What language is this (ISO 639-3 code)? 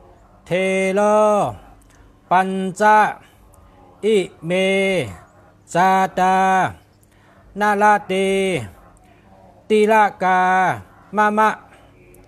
shn